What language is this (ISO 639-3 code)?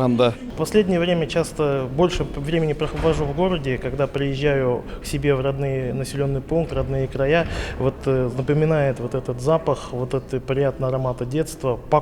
bak